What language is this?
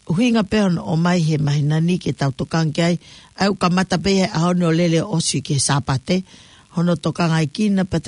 Tongan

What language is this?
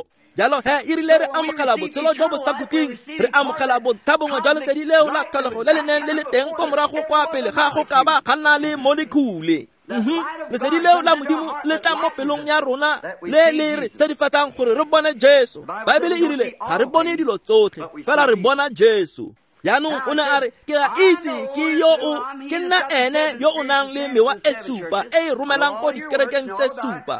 Tswana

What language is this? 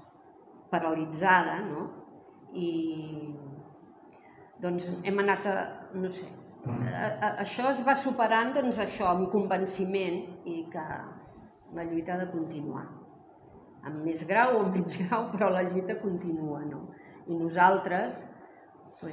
Catalan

